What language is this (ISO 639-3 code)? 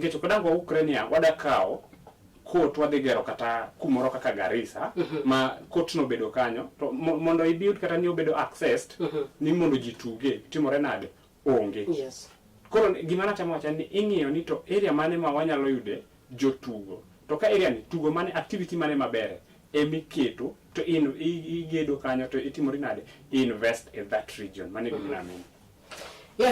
luo